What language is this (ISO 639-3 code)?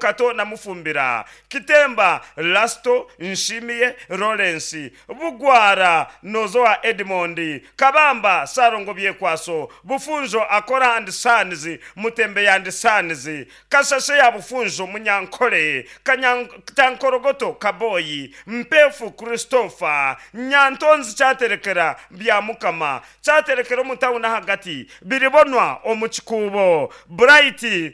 nyn